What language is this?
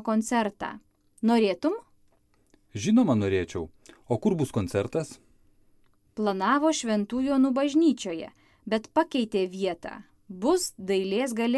Lithuanian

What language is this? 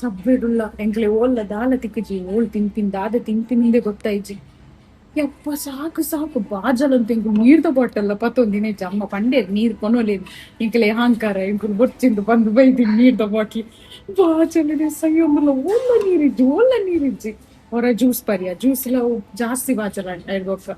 Tulu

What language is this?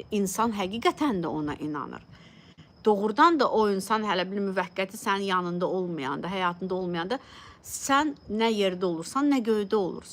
Azerbaijani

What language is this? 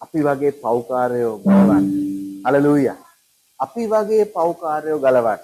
Sinhala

